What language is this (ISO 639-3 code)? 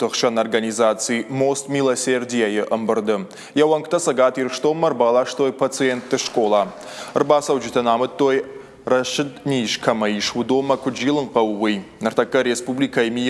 oss